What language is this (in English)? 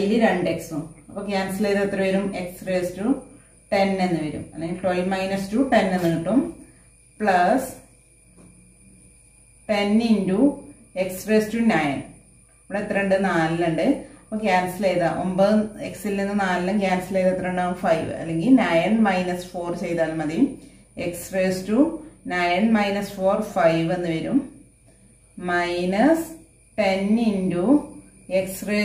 Malayalam